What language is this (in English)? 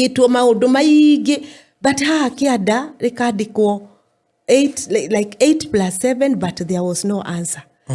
Kikuyu